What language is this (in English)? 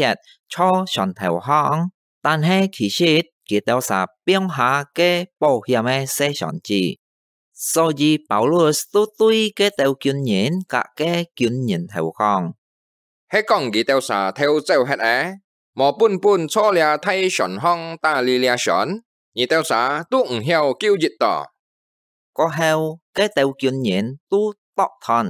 Hakka Chinese